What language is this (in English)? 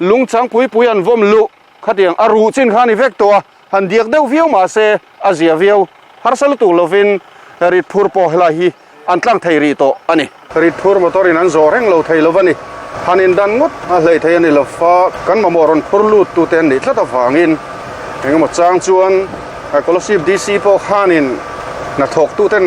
Mizo